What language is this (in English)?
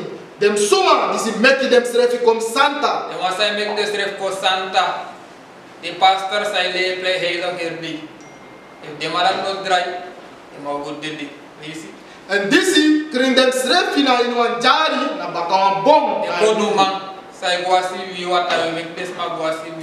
Sranan Tongo